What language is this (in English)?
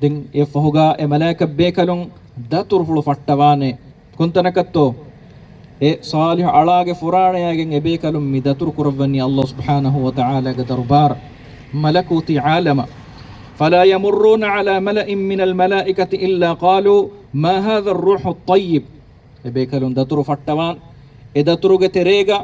Divehi